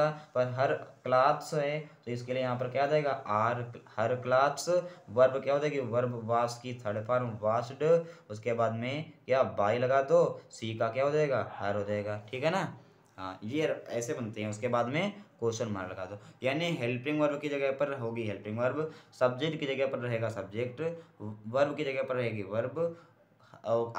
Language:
Hindi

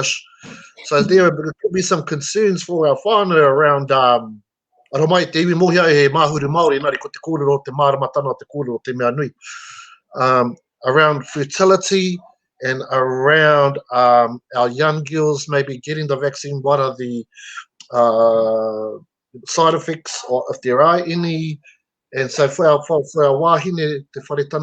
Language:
Māori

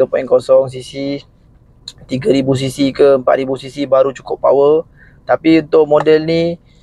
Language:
Malay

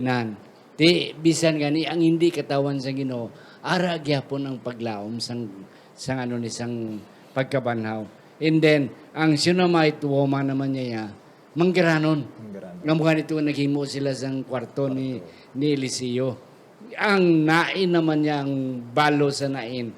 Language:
Hiligaynon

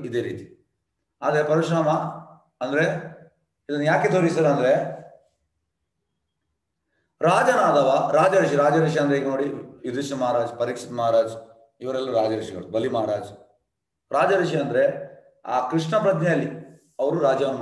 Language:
Kannada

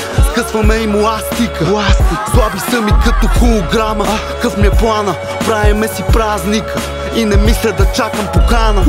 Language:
Bulgarian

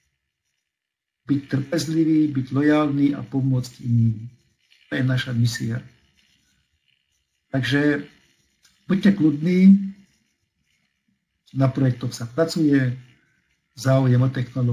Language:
Slovak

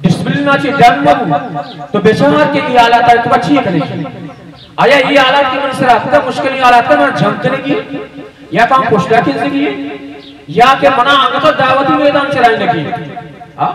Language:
Baluchi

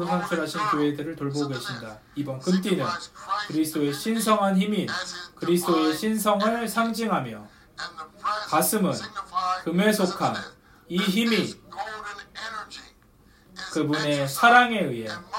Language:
Korean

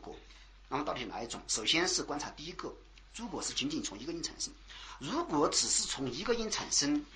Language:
Chinese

